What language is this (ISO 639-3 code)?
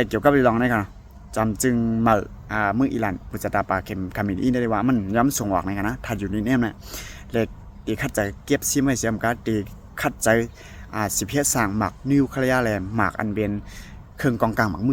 shn